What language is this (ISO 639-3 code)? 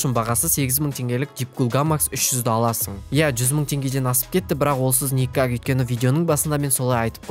kaz